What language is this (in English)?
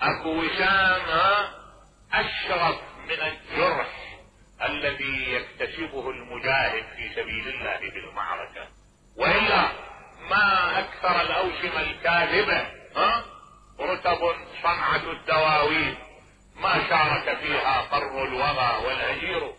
Mesopotamian Arabic